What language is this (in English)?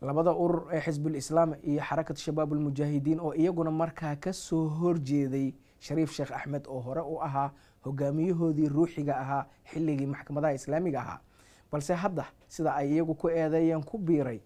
Somali